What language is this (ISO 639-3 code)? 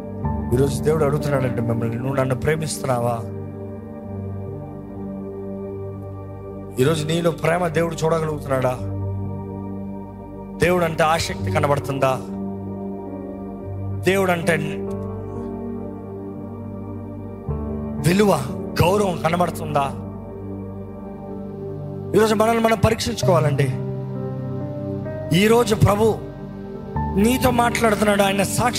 tel